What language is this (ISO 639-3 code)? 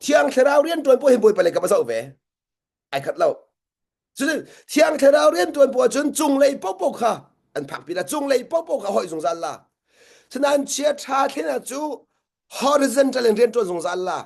cnh